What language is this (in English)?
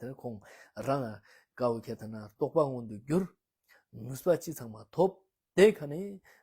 Ladakhi